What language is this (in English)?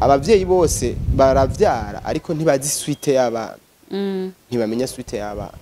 Rundi